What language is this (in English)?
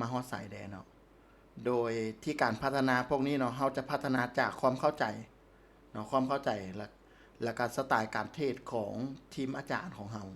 Lao